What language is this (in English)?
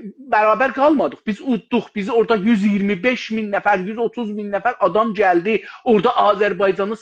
South Azerbaijani